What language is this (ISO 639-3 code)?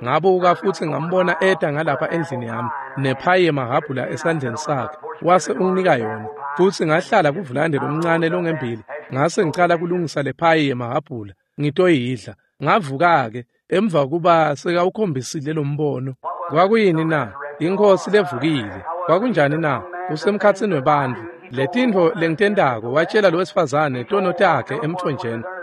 ssw